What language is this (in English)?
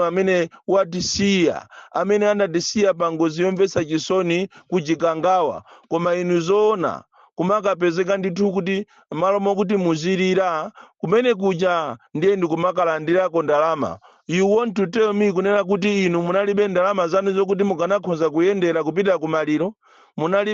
Nyanja